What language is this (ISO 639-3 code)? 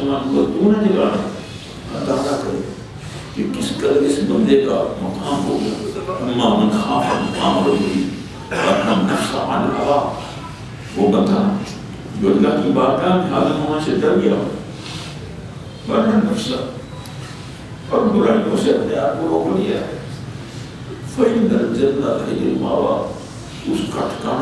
urd